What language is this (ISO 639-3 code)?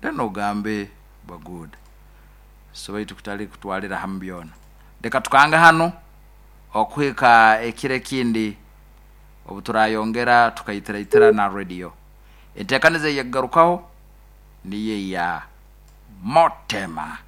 nyo